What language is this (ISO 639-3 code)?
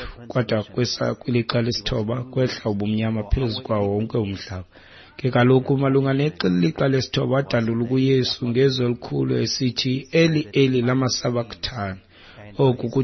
xho